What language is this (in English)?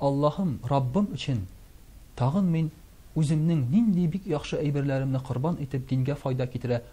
Tatar